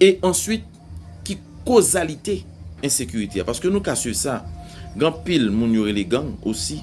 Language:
Haitian Creole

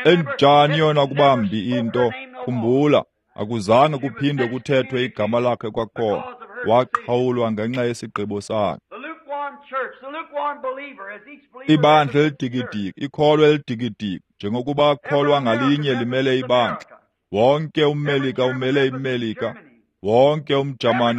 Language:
Xhosa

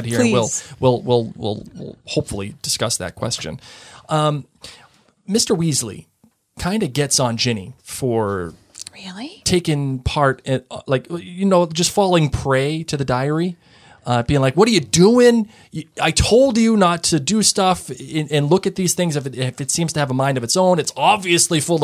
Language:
English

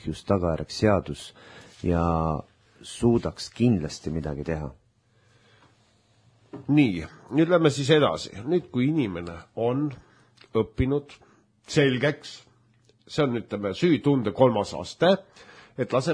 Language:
Estonian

